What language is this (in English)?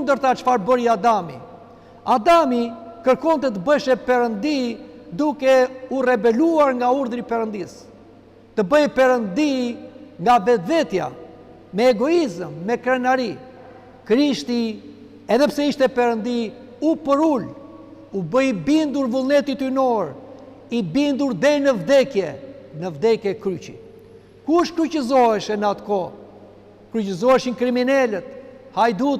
Albanian